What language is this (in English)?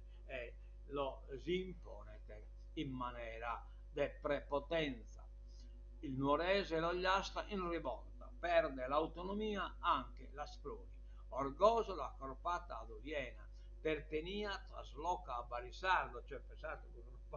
Sardinian